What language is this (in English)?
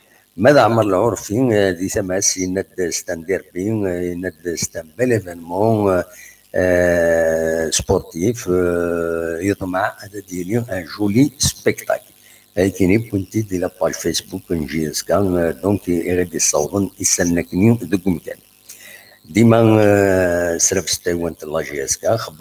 Kabyle